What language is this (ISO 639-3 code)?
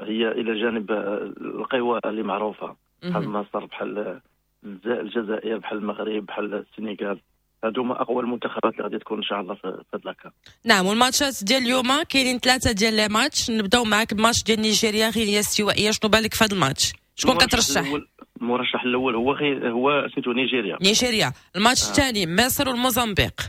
ary